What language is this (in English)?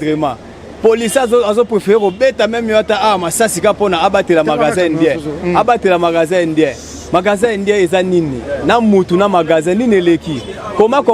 Lingala